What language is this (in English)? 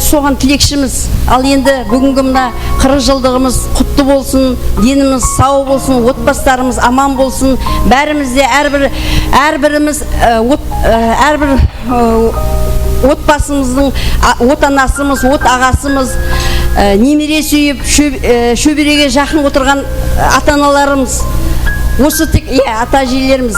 Kara-Kalpak